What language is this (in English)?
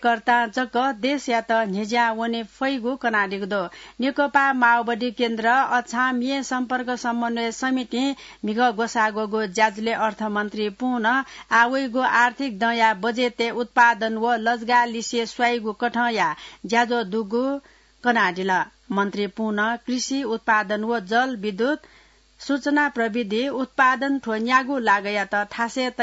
Newari